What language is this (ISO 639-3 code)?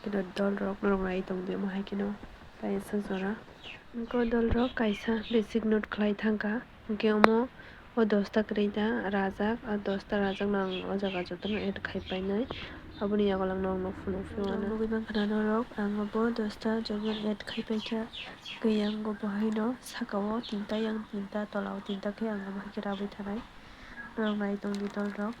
trp